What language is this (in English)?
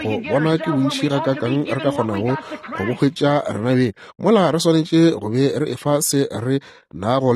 Northern Sotho